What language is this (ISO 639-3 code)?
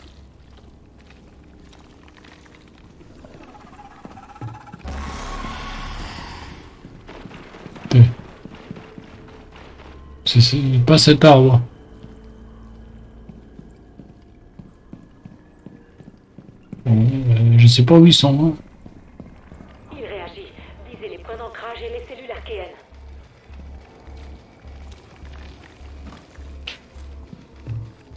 fra